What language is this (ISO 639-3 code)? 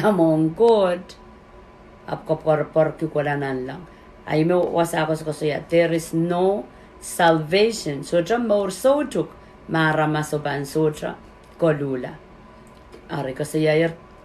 pon